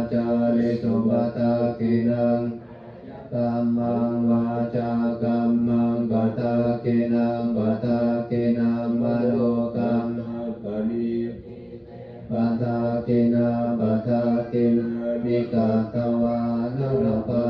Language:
Pali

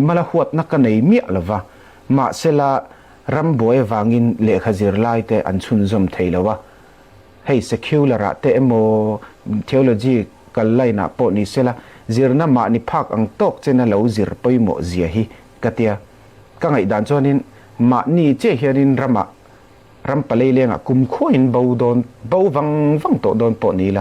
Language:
Falam Chin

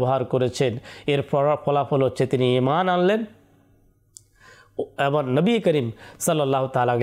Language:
Bangla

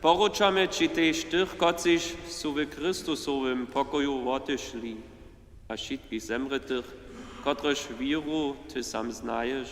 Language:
Upper Sorbian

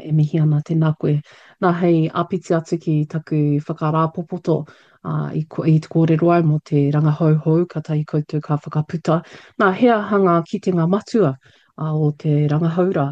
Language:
Māori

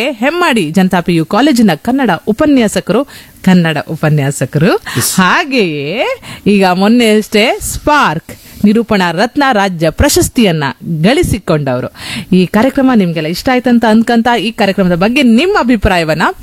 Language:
Kannada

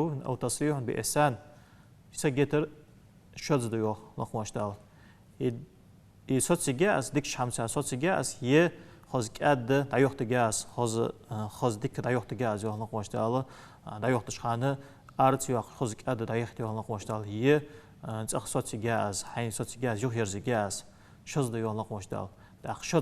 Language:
Ingush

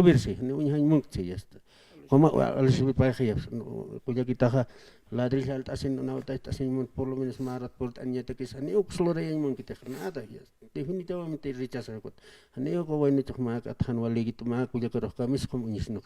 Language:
Aymara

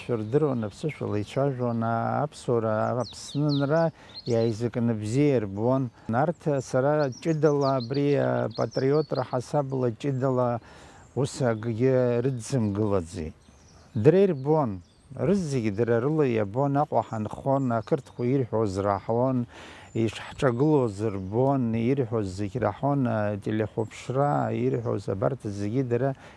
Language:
Abkhazian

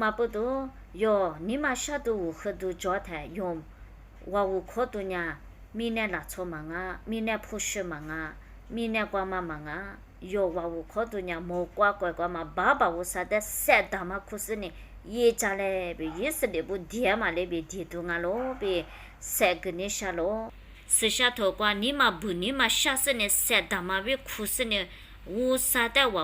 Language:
Lisu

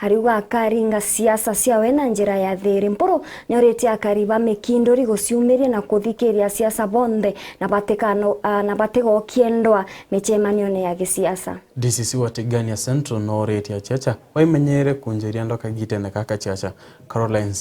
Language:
Meru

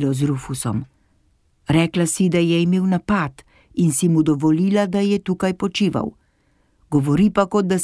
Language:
Slovenian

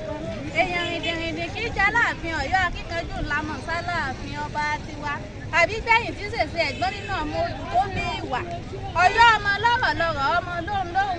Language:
Yoruba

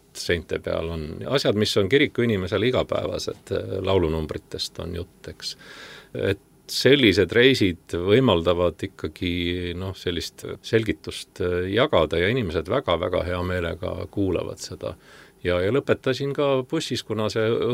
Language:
Estonian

